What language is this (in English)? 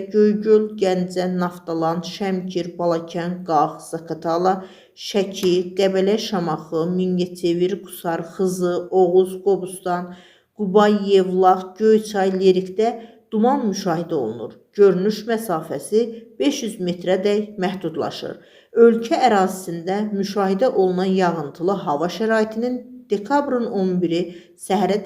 Azerbaijani